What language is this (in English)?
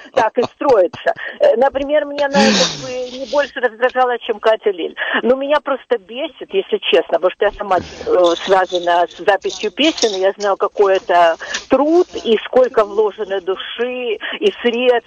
Russian